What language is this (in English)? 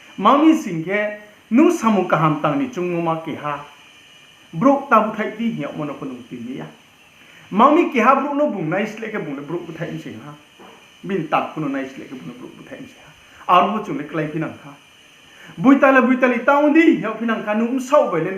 Riang (India)